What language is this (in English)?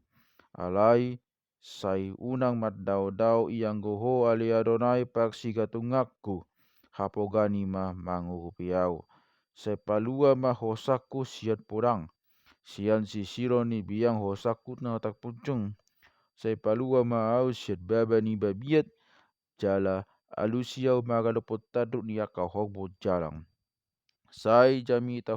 Batak Toba